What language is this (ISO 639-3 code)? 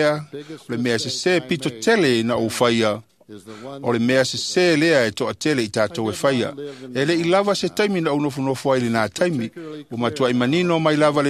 smo